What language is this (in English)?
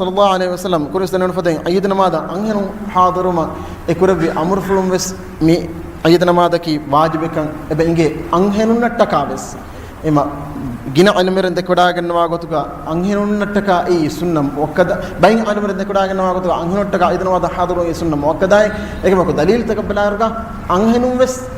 Divehi